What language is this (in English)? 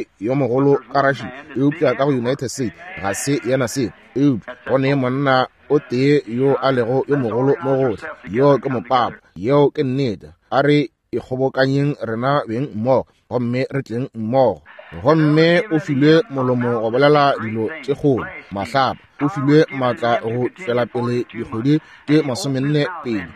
Northern Sotho